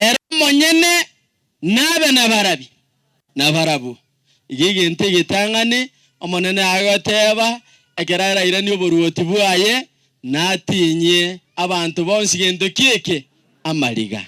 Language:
Gusii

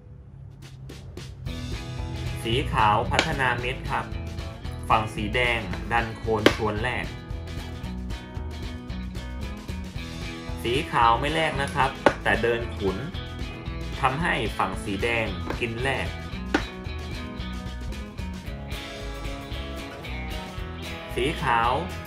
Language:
Thai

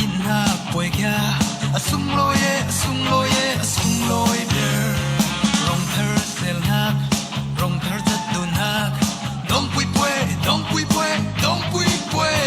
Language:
Falam Chin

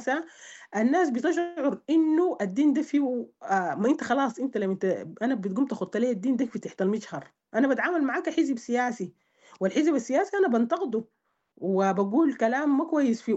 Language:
Sudanese Arabic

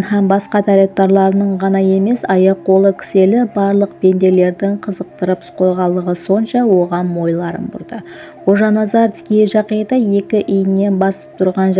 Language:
Kara-Kalpak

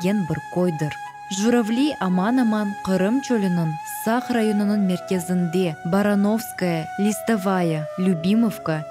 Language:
Crimean Tatar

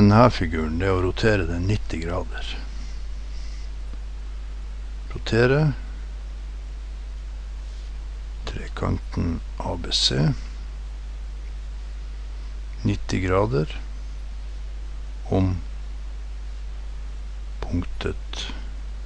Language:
Norwegian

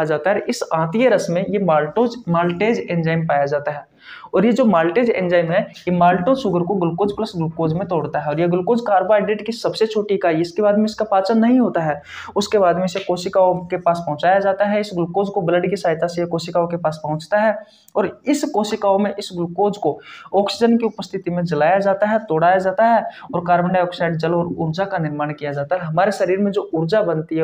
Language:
Hindi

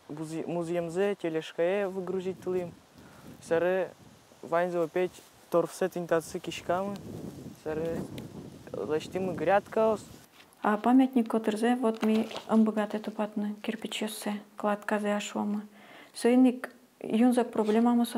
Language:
Udmurt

